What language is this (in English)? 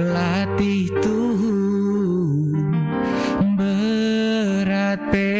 Batak Karo